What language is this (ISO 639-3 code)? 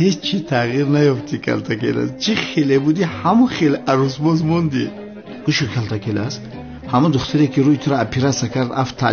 tgk